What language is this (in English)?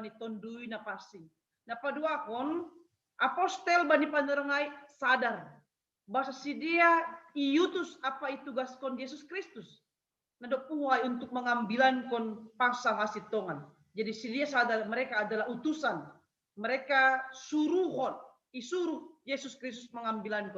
Batak Simalungun